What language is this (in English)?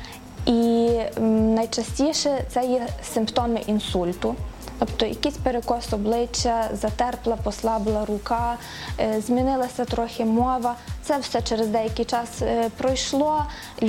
Ukrainian